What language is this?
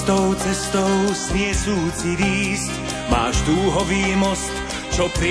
Slovak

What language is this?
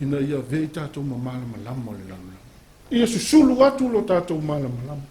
Samoan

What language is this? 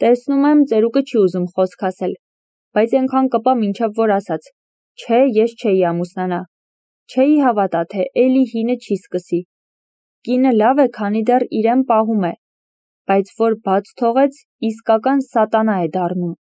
Armenian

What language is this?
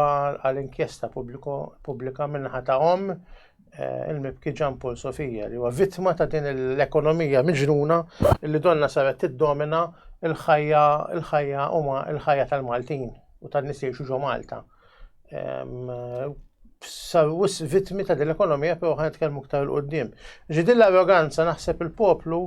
Maltese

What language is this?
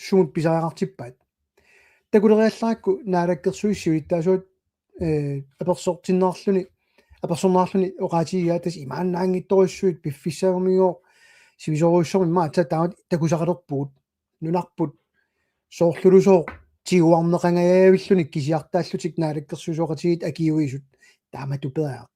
Kalaallisut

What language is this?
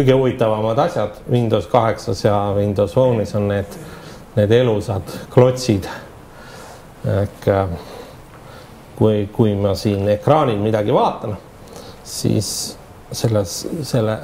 Estonian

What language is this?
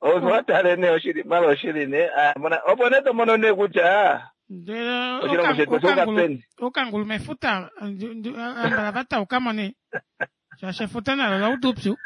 Kuanyama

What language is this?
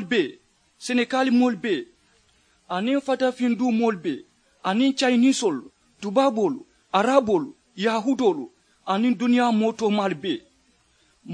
Mandingo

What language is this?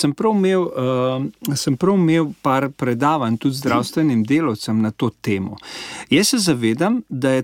Slovenian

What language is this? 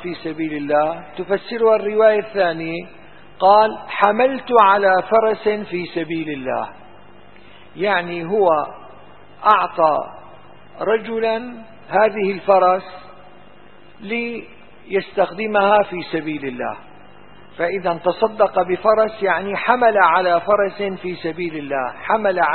Arabic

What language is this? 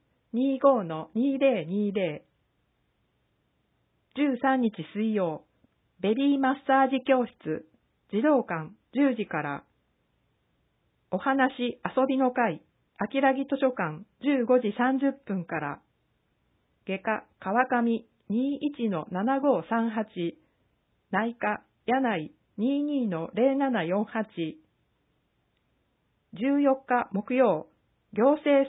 Japanese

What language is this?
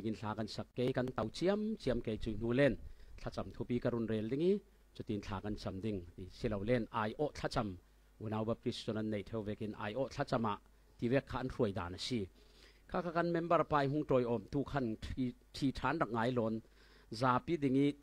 Falam Chin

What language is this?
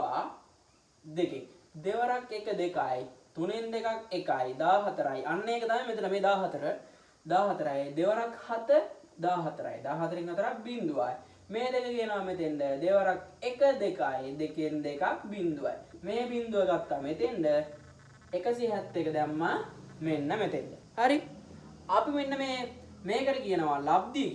Sinhala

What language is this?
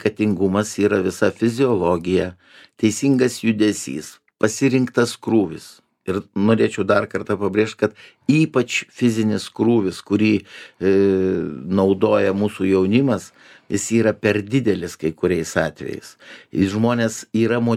Lithuanian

